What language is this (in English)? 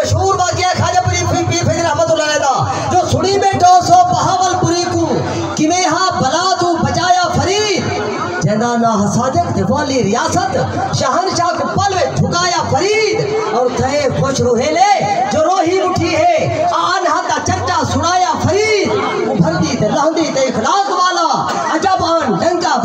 Saraiki